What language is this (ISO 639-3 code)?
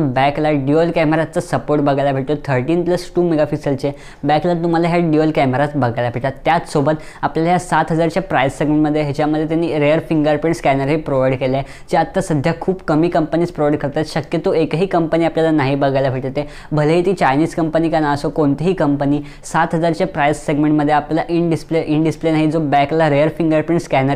mar